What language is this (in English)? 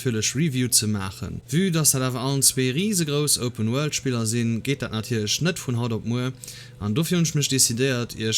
Luxembourgish